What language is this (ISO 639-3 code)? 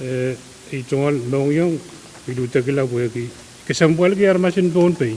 pon